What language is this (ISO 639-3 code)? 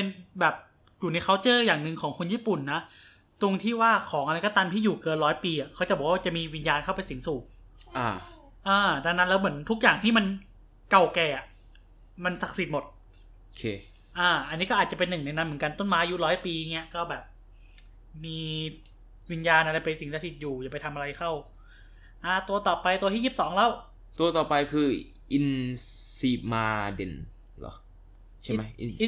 tha